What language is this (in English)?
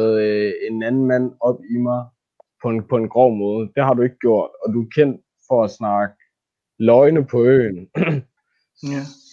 Danish